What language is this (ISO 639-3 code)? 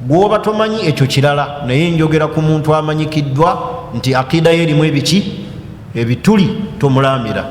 lug